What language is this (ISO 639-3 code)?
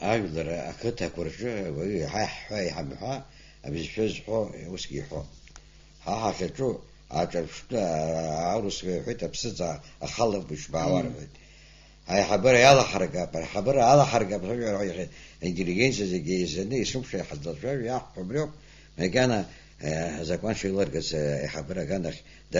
abk